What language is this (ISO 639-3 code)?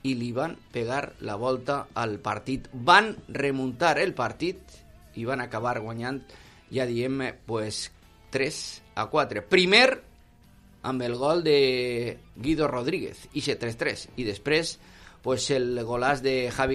cat